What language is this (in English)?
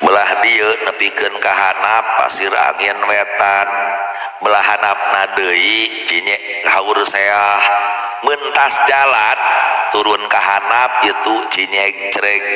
Sundanese